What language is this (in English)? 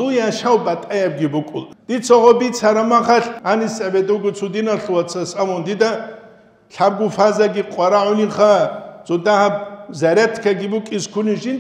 Avaric